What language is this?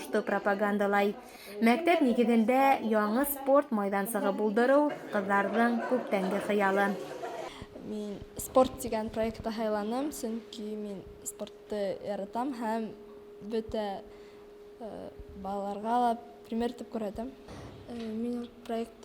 Bashkir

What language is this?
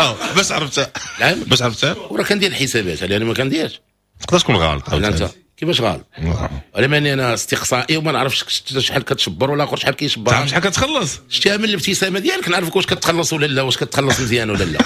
Moroccan Arabic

